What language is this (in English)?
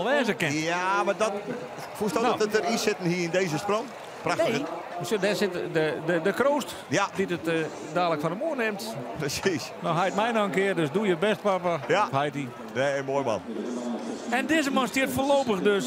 Western Frisian